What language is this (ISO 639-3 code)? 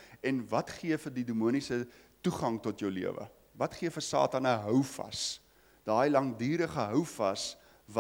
afr